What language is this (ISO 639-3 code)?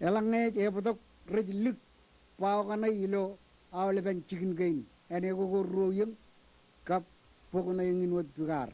mah